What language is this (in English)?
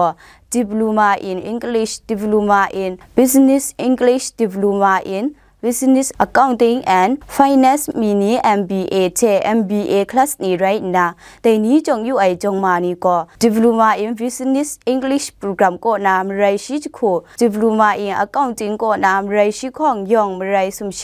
Kachin